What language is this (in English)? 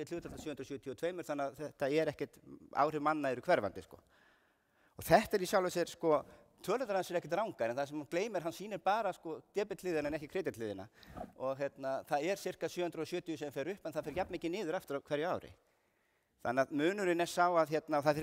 Icelandic